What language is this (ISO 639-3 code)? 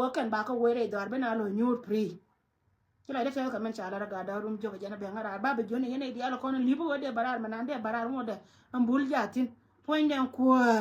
nus